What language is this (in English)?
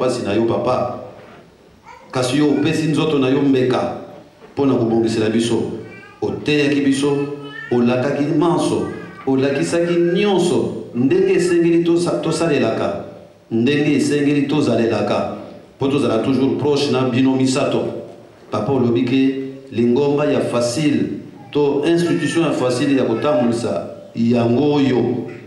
Lingala